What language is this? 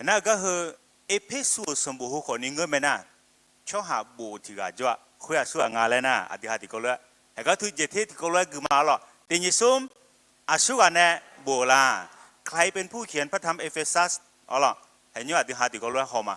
Akha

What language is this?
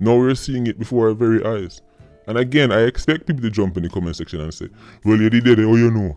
Jamaican Creole English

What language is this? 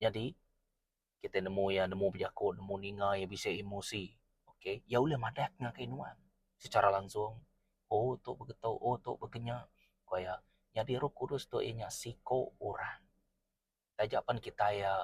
Iban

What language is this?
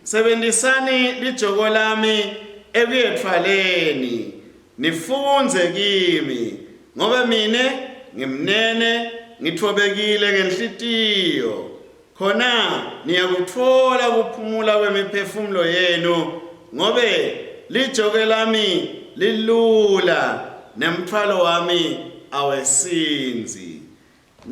Swati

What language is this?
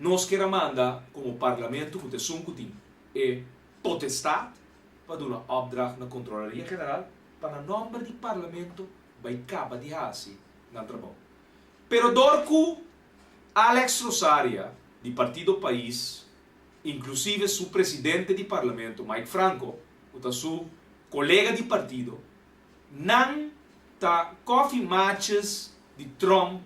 Papiamento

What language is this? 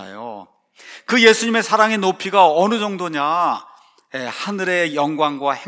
Korean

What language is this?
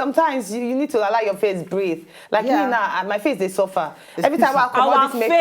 Nigerian Pidgin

